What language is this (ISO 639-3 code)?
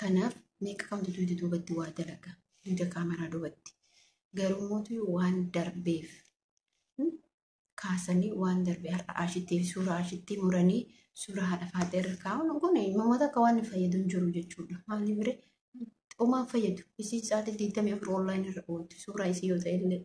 orm